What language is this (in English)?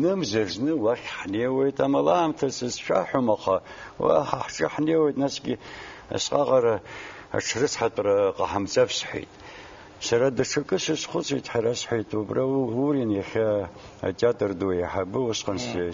Abkhazian